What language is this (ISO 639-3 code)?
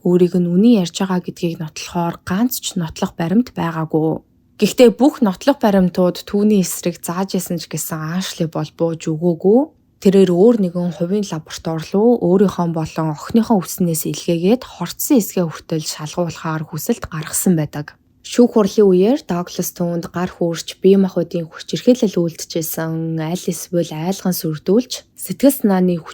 mon